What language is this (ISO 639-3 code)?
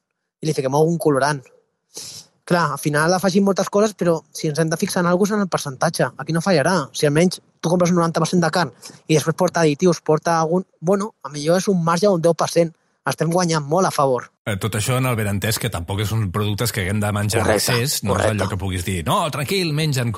cat